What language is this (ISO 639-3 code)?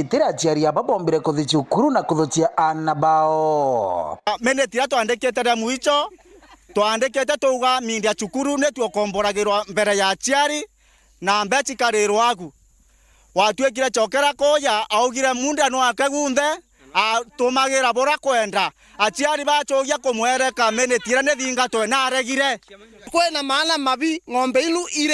mer